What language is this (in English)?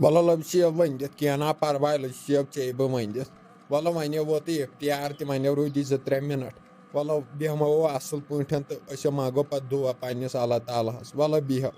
Kashmiri